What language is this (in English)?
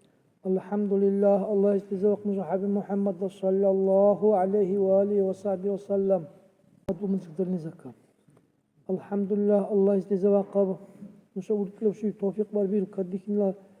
Dargwa